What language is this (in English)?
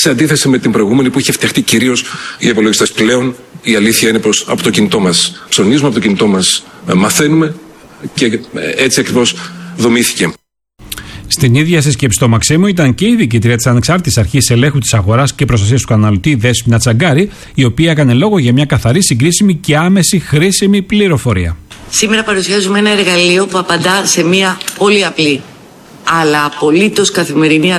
Greek